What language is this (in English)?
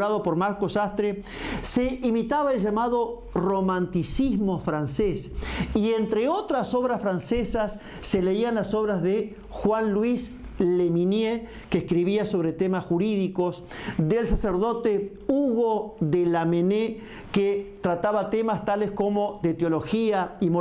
Spanish